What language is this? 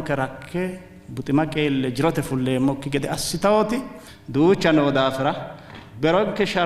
Sidamo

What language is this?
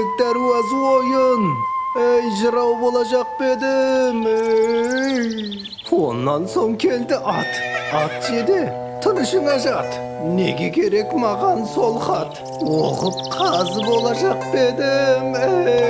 Kara-Kalpak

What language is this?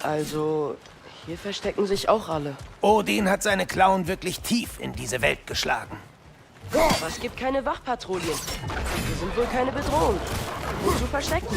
Bavarian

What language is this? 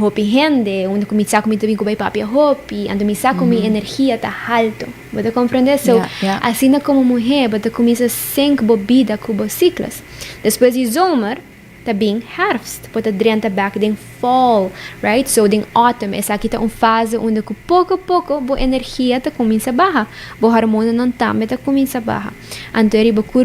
Papiamento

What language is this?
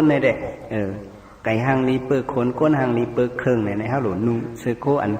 Shan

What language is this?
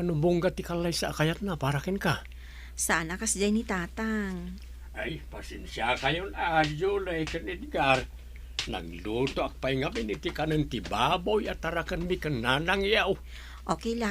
Iloko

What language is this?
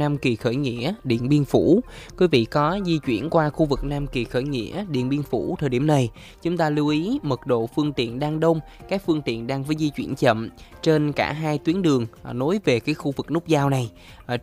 Vietnamese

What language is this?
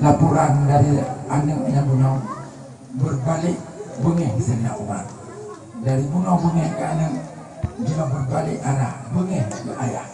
Achinese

